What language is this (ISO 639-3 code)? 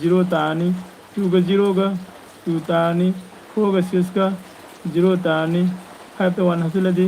mni